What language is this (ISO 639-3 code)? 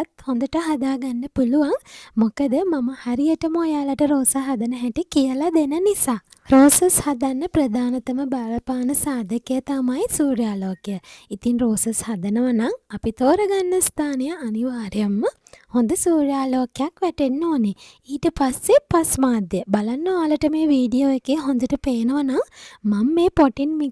sin